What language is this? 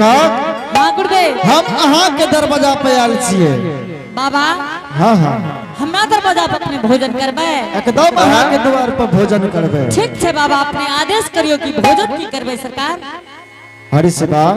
Angika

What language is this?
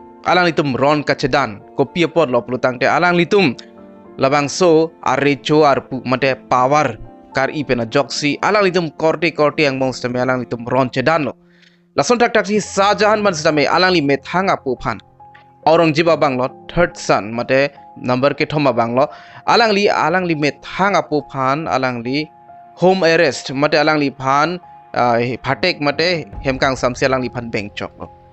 Karbi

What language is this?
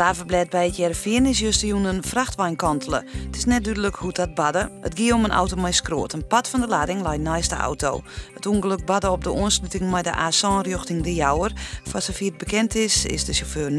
Western Frisian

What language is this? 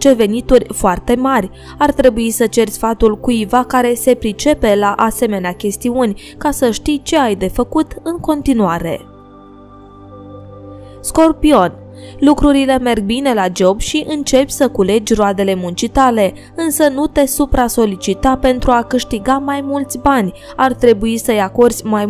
Romanian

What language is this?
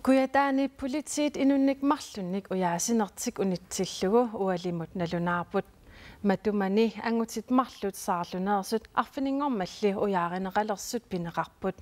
Kalaallisut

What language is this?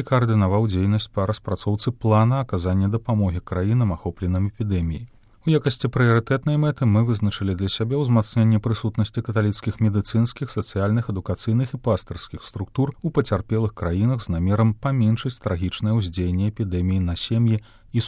Belarusian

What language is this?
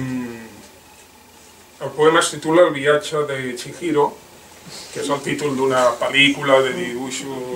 Catalan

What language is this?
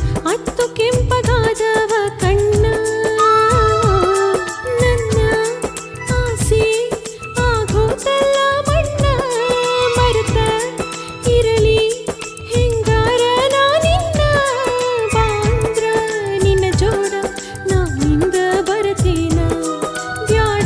Kannada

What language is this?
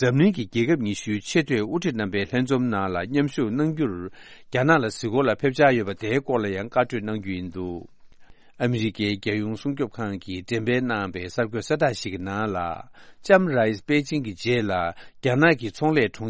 Tibetan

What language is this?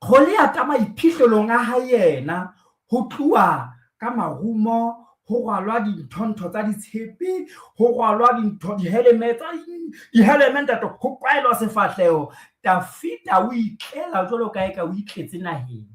Southern Sotho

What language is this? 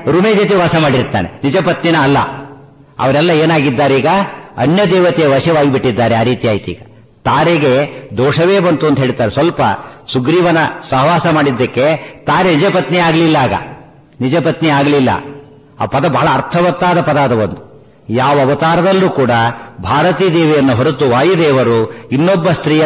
Kannada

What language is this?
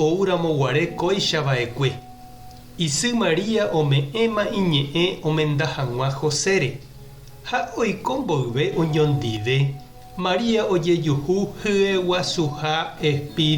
Guarani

